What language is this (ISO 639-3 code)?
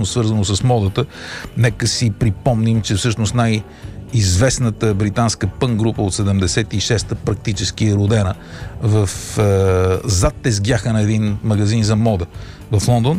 bul